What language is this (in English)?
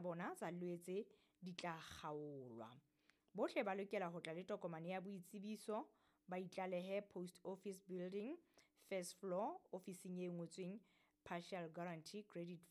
Southern Sotho